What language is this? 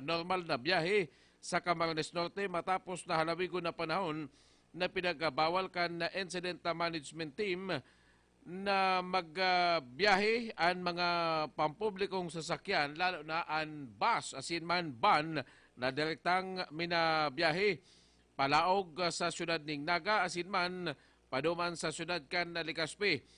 Bikol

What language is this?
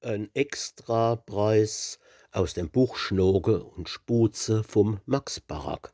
Palatine German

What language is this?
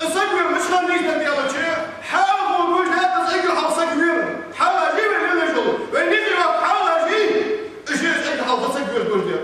Ingush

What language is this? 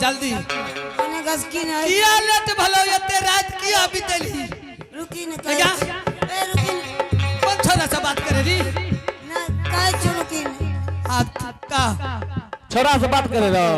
Angika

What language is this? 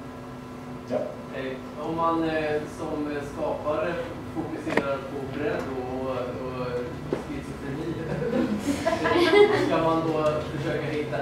Swedish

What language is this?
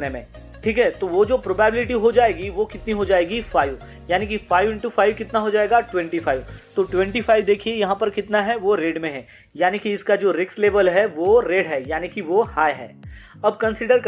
Hindi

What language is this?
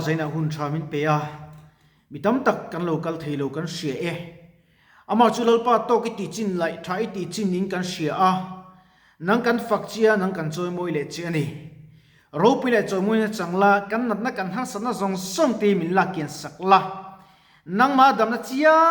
Mizo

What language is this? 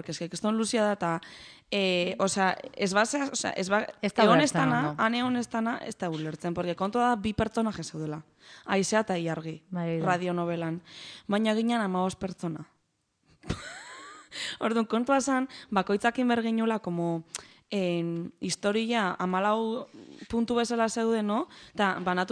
Basque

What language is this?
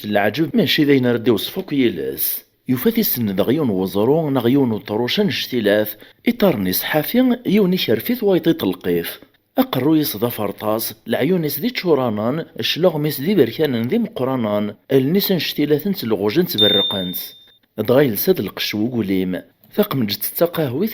Kabyle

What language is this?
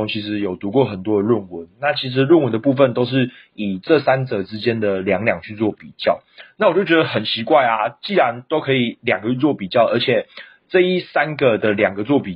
Chinese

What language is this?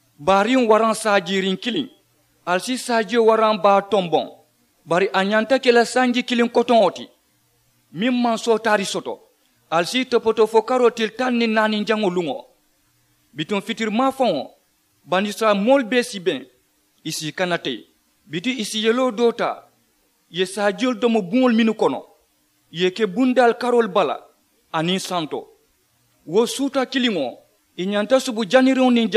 Mandingo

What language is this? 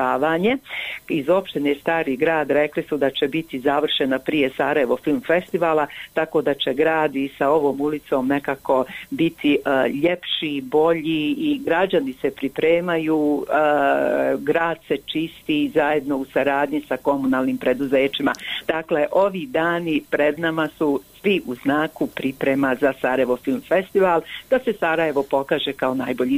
Bosnian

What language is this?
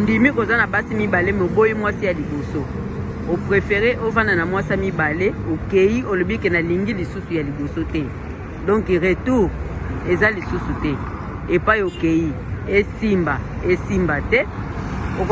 Lingala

